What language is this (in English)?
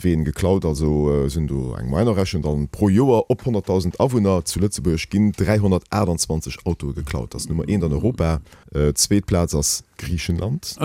Luxembourgish